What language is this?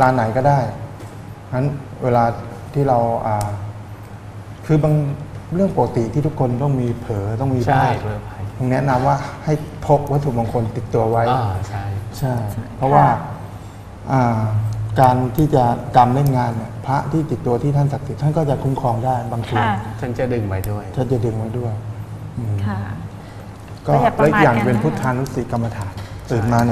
Thai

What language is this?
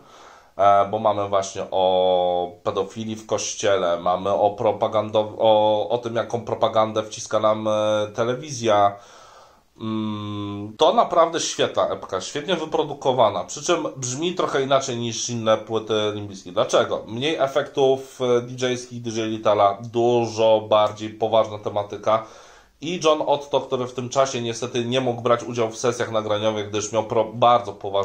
Polish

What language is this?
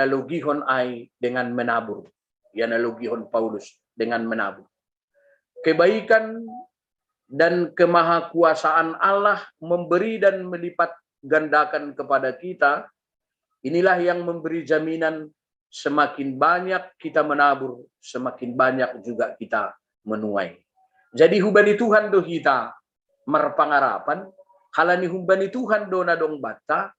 Batak Simalungun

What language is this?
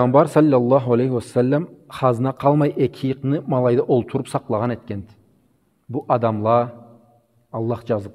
Karachay-Balkar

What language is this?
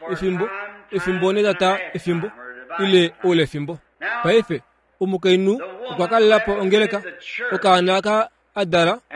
Kuanyama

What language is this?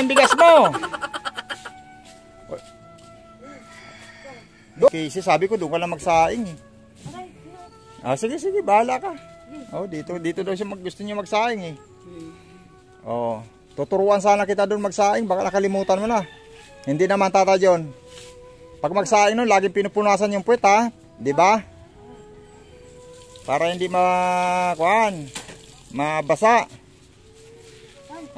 Filipino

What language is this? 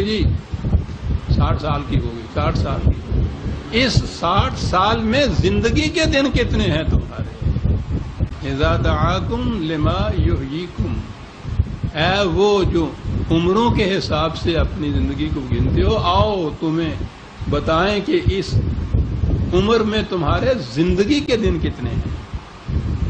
Urdu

